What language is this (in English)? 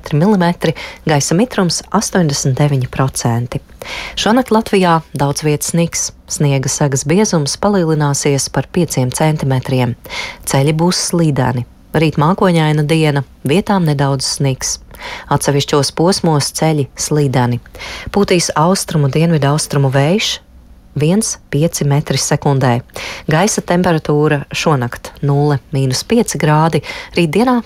Latvian